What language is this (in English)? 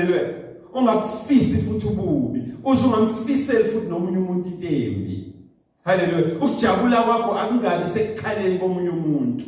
Zulu